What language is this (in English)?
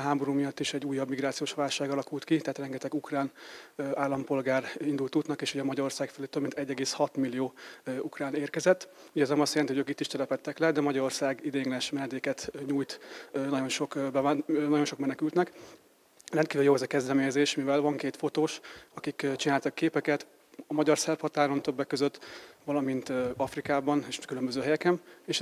Hungarian